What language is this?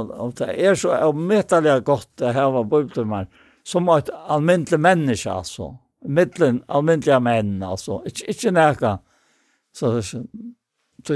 Faroese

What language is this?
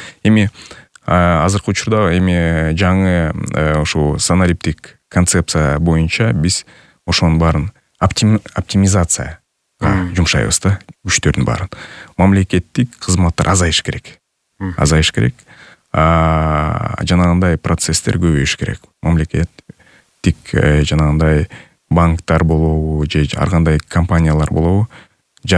Kyrgyz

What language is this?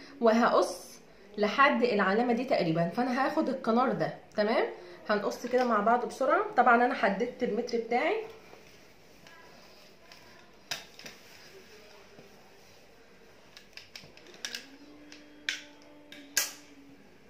Egyptian Arabic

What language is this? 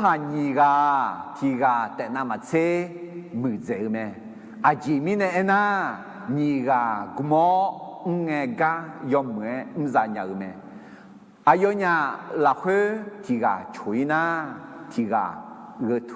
Akha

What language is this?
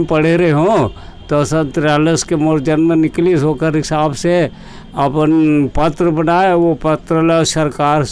Chhattisgarhi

